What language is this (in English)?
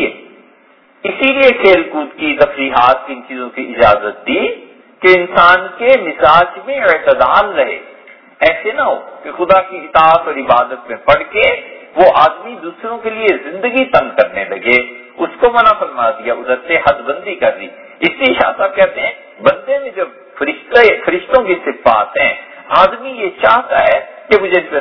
Urdu